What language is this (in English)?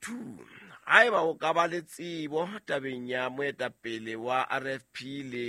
Southern Sotho